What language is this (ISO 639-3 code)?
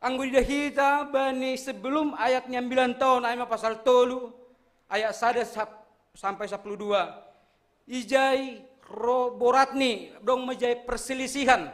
bts